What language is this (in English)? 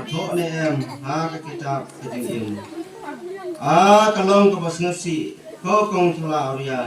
Khasi